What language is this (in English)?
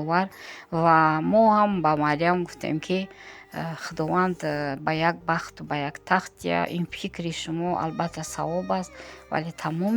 Tajik